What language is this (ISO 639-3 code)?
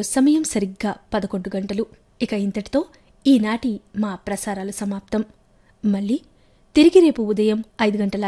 tel